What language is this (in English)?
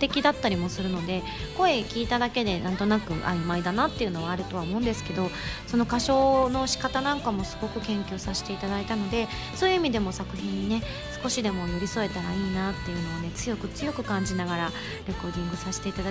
Japanese